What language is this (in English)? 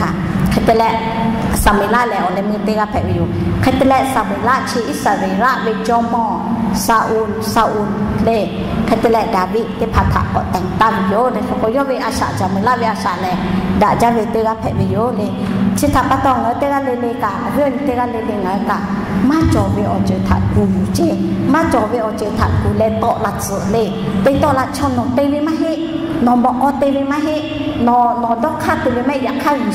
Lahu